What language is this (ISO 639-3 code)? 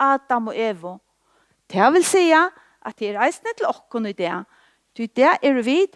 fao